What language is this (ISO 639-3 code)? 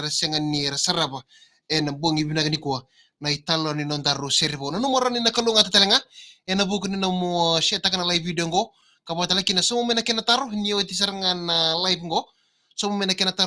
fij